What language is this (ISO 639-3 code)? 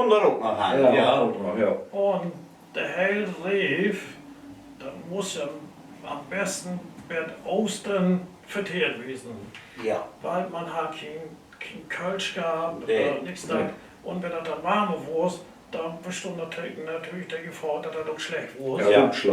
nds